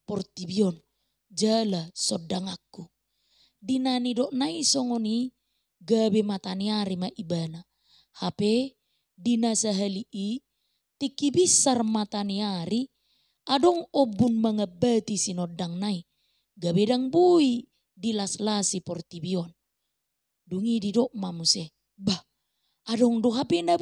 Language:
Batak Toba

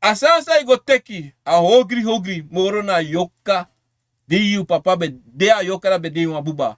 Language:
Sranan Tongo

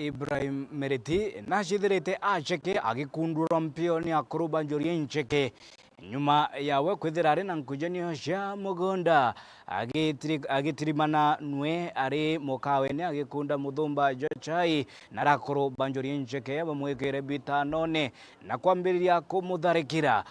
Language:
Meru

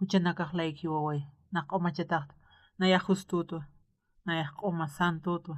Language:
Aymara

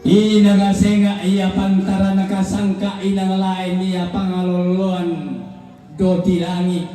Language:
Toraja-Sa'dan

